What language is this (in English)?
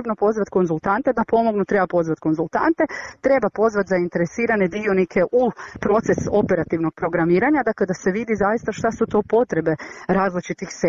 Bosnian